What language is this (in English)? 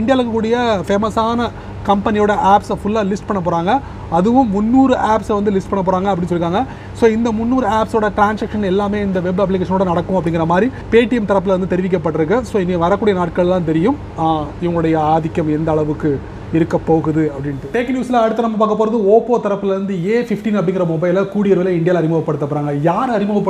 Tamil